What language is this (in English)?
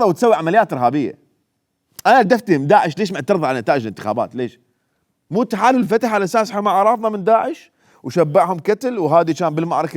Mesopotamian Arabic